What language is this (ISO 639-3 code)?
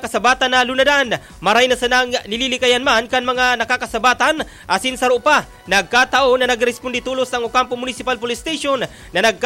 bik